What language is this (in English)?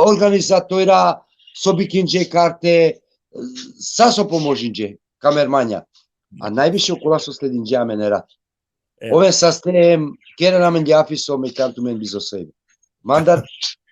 Balkan Romani